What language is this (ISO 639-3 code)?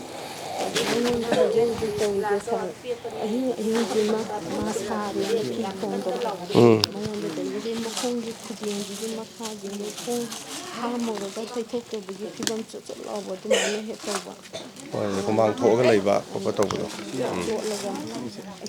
mni